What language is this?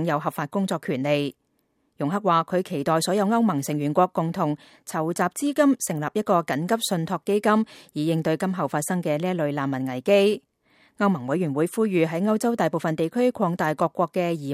Cantonese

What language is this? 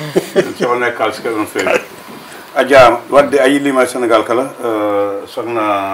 Fula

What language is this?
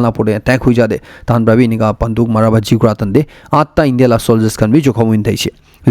Naga Pidgin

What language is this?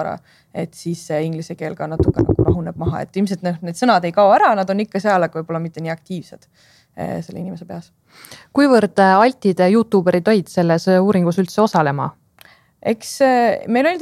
Estonian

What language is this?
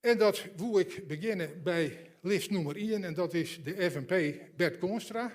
Western Frisian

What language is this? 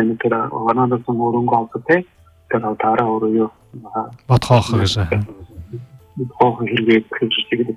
Buriat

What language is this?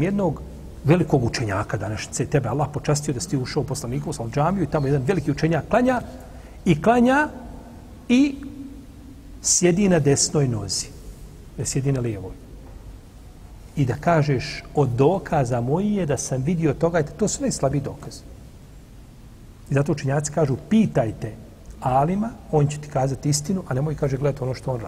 Bosnian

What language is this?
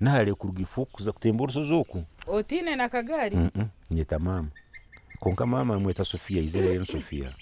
Nyankole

